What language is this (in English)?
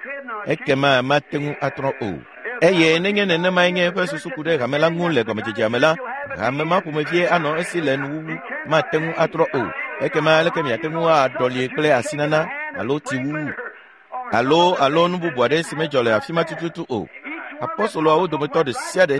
Ewe